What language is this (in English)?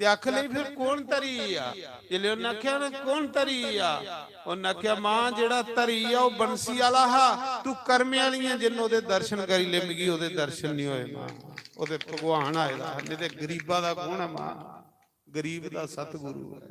Dogri